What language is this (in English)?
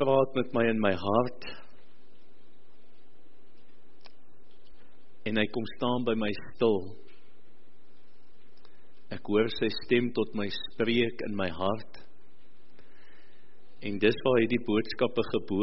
Afrikaans